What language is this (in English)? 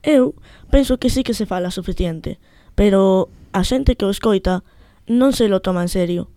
Galician